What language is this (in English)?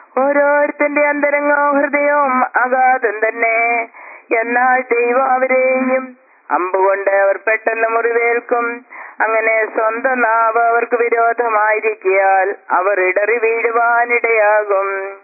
Malayalam